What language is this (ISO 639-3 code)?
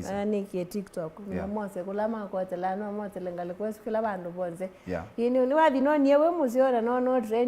kam